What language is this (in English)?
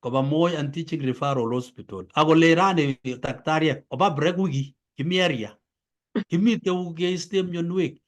Kalenjin